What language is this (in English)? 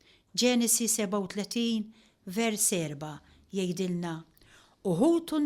Maltese